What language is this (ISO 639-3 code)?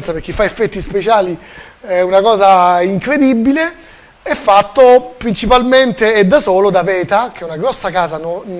ita